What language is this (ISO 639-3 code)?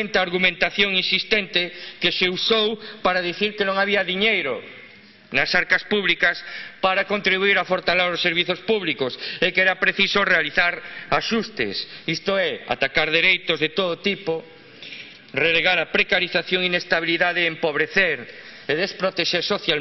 glg